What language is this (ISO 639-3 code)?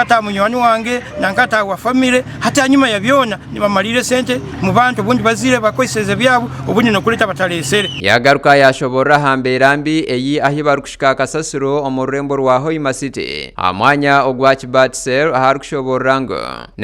nyn